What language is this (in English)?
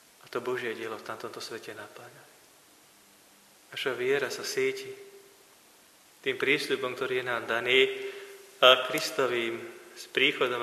Slovak